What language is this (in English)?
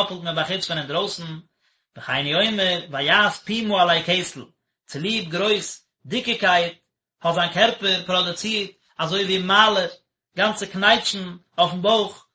Yiddish